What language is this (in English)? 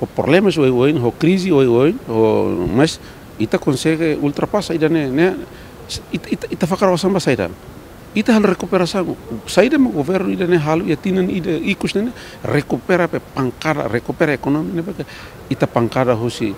Tetum